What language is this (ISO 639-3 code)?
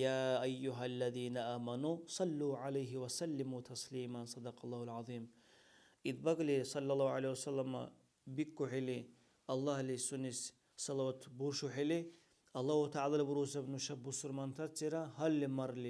dar